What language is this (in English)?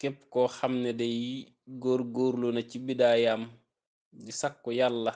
Wolof